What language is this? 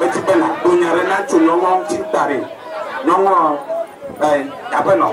Achinese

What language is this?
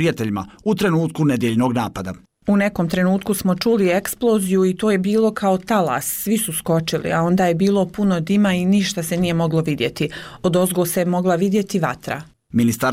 Bosnian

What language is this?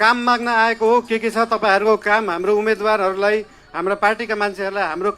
Nepali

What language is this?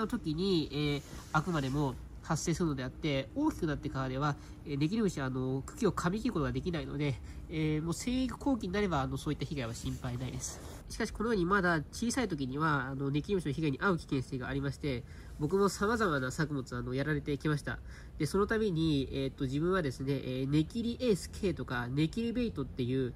Japanese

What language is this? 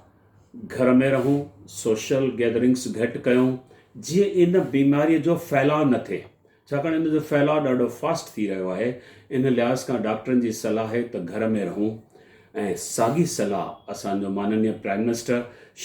Sindhi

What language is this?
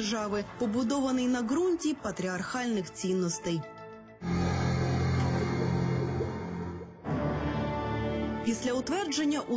Ukrainian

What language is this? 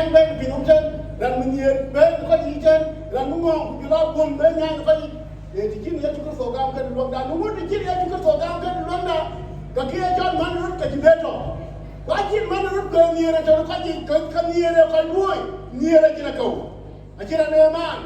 Dinka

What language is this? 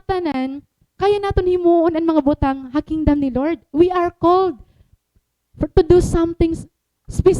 Waray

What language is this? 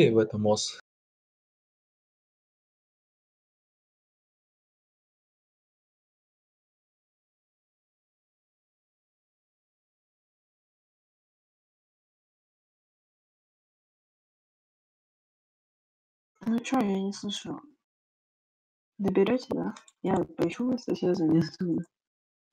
Russian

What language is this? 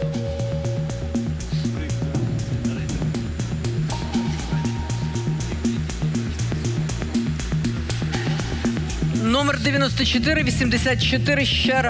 Ukrainian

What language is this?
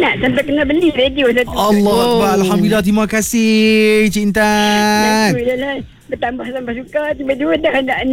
Malay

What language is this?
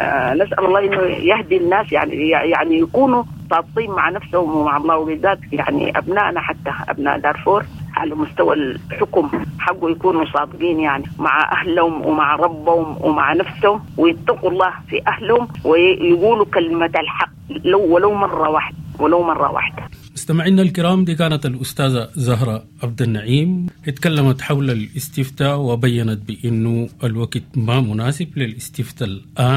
Sudanese Arabic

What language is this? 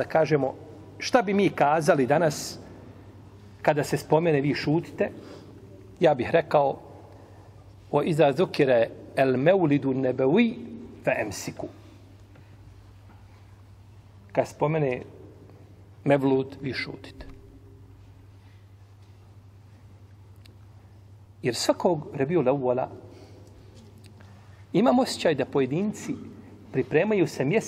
Bosnian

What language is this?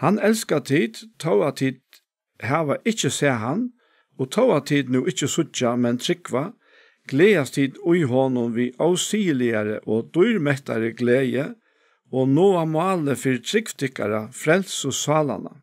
Faroese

